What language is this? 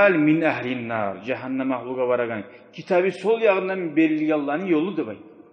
Kumyk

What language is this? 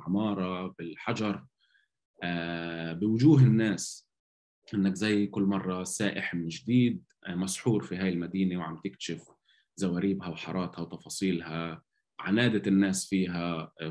North Levantine Arabic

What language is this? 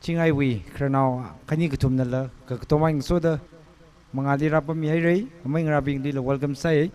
Tangkhul Naga (India)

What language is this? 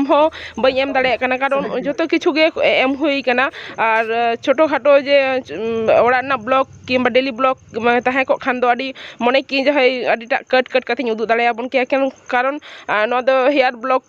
Santali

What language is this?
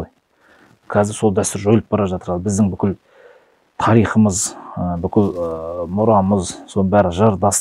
Kazakh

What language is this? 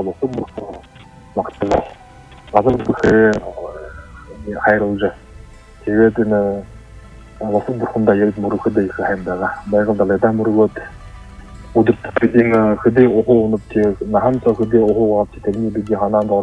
Buriat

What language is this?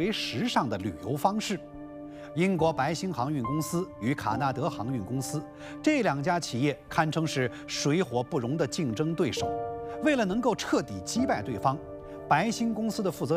Chinese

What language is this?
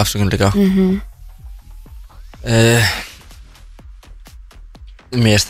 Icelandic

